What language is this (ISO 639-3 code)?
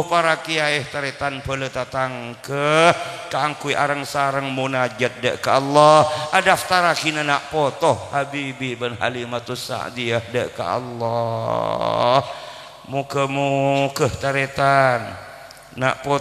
mad